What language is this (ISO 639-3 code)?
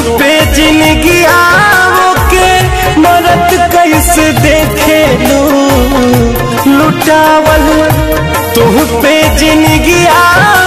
bho